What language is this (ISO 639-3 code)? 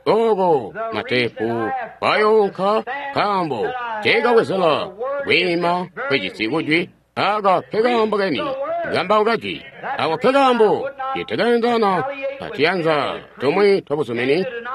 toi